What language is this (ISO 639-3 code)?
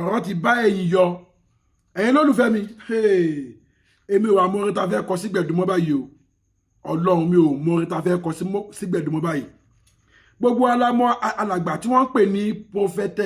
yor